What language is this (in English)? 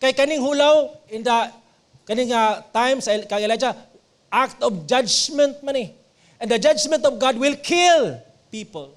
Cebuano